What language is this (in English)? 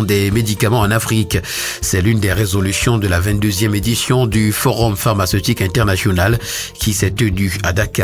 French